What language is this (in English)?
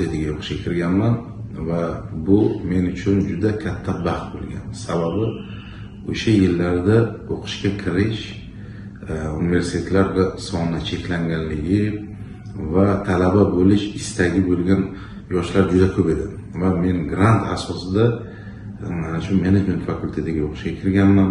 Uzbek